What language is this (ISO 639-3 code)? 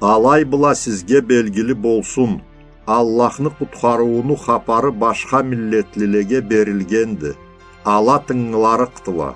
krc